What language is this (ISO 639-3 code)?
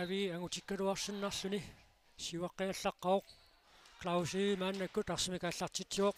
kal